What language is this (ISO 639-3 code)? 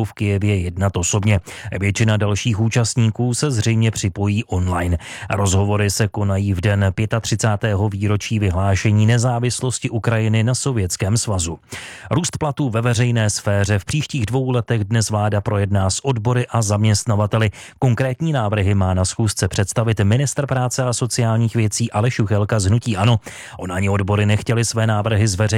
ces